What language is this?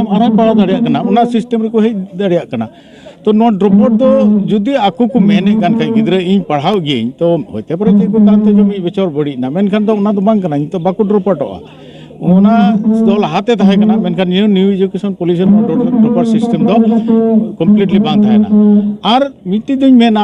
Santali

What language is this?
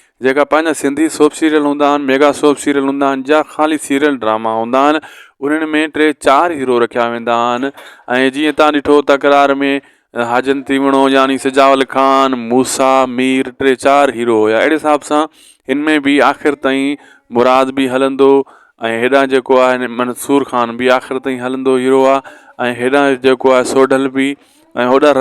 Sindhi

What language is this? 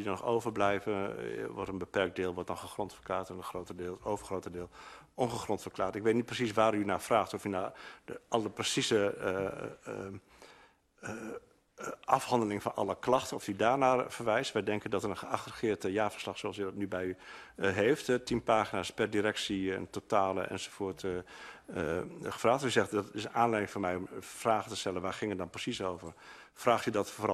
Dutch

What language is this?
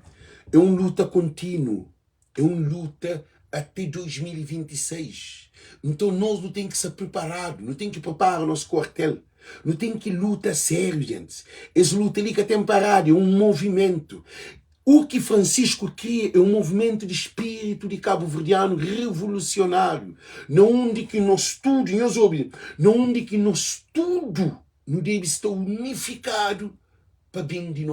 Kabuverdianu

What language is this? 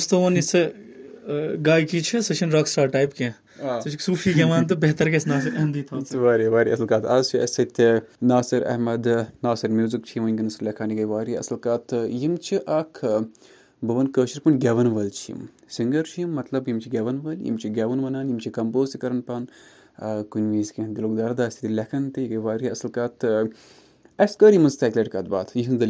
Kashmiri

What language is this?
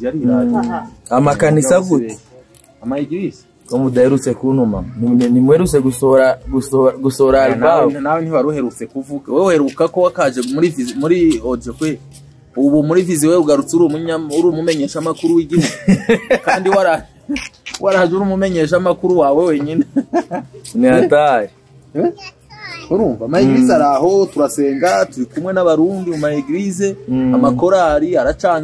Rundi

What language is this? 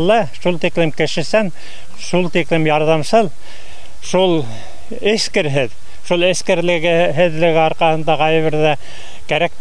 Bashkir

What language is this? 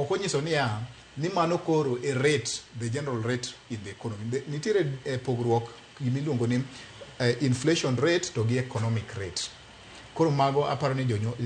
Luo (Kenya and Tanzania)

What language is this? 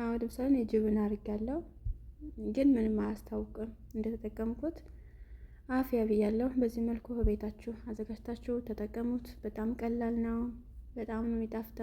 Amharic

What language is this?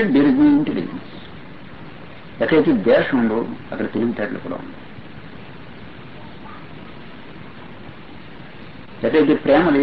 Telugu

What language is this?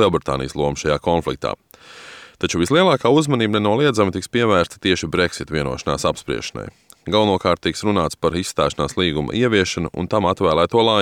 Latvian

